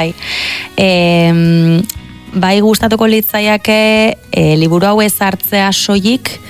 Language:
Basque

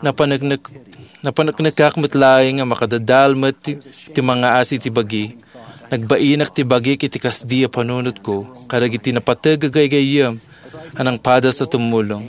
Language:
Iloko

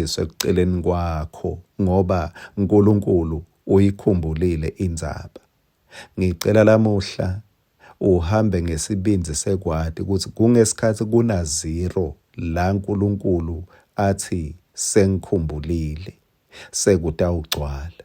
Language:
Swati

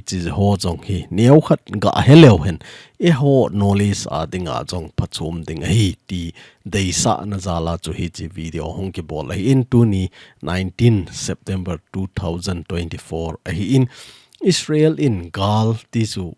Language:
Thado Chin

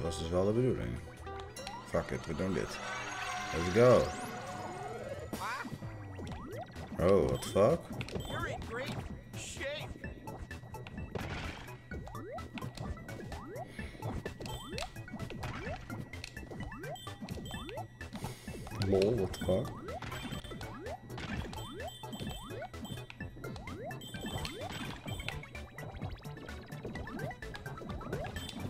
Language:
Dutch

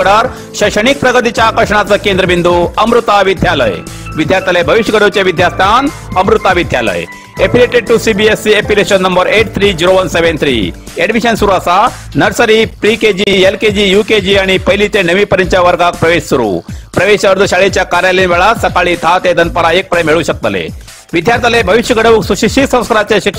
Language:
Konkani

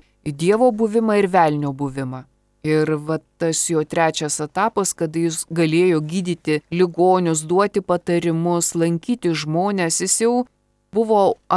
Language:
Lithuanian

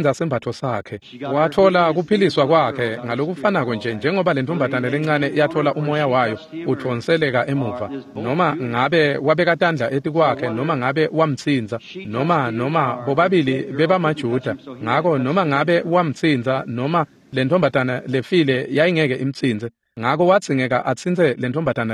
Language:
Swati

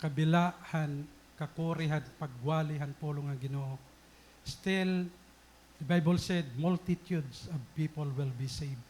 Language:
Waray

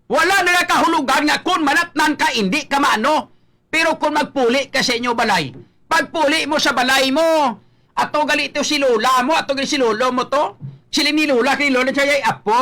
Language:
Hiligaynon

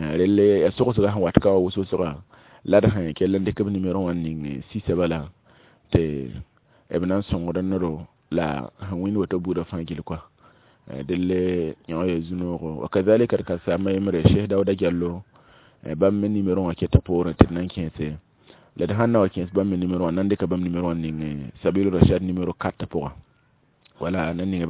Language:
Mossi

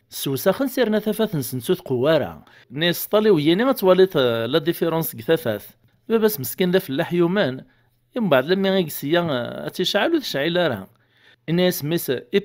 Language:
Kabyle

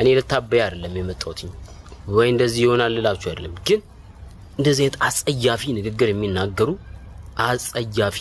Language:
Amharic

